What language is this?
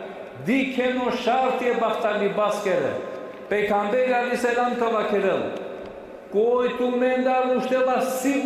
Balkan Romani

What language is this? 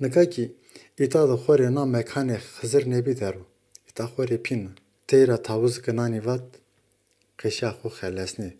Zaza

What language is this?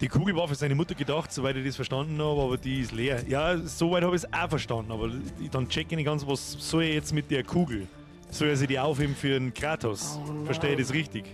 Bavarian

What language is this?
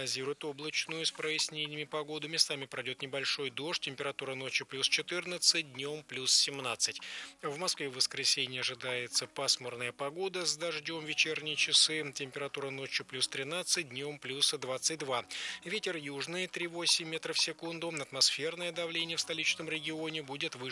Russian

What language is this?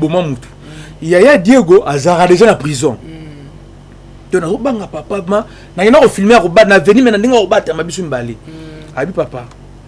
Lingala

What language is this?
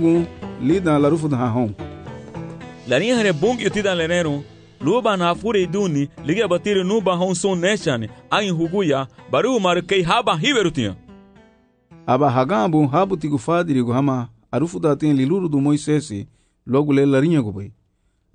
Garifuna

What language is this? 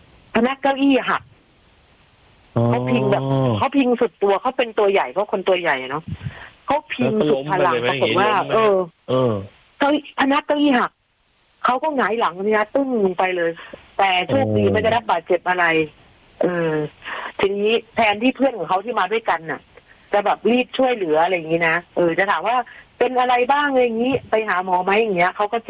Thai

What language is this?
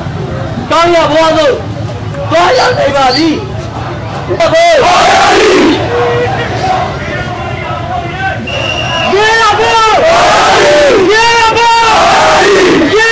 Burmese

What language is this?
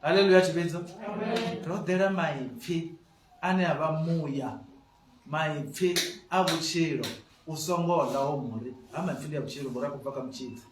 Venda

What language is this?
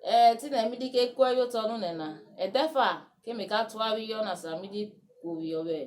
Urhobo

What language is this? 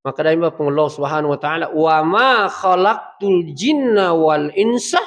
Buginese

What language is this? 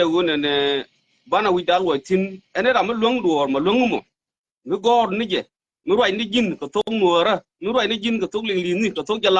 Nuer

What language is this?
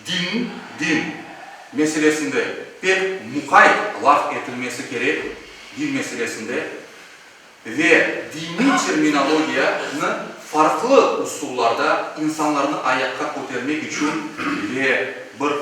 Crimean Tatar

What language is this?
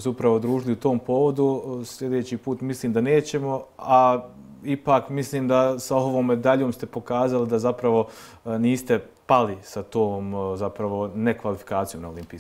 Bosnian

